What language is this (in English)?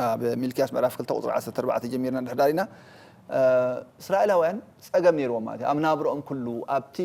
Tigrinya